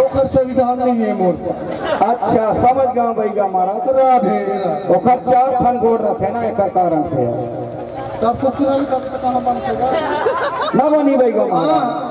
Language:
Chhattisgarhi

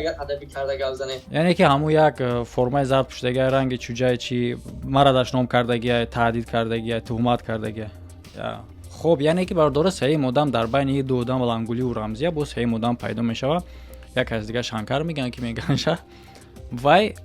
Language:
Tajik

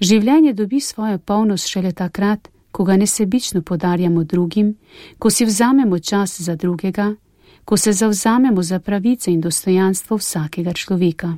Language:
Slovenian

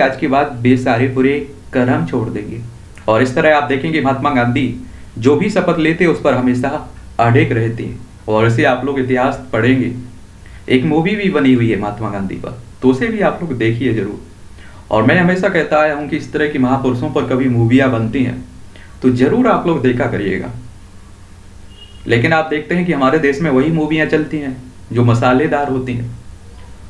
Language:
Hindi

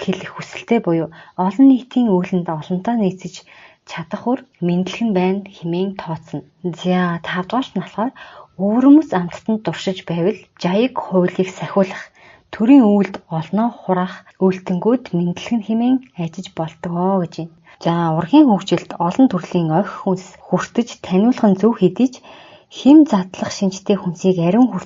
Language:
Mongolian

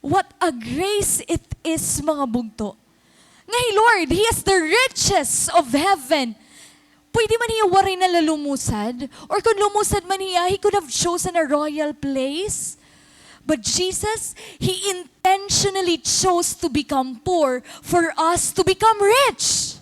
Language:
Waray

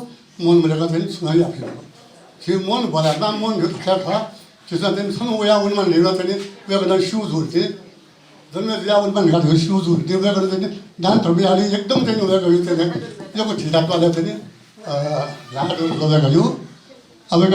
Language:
Newari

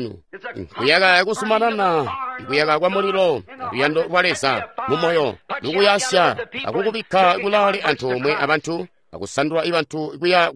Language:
Tonga (Zambia)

